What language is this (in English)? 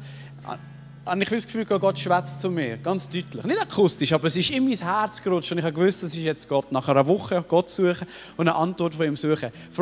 Swiss German